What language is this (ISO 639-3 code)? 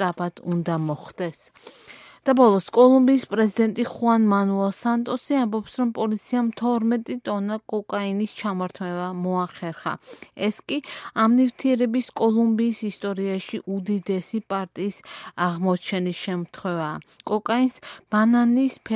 kat